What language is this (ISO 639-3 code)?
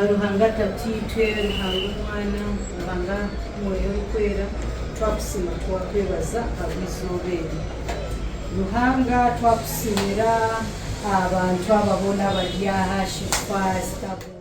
nyn